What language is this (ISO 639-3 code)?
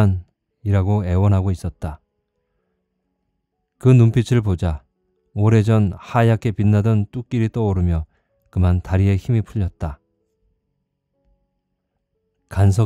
kor